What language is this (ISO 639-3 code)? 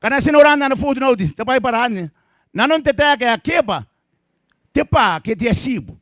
gil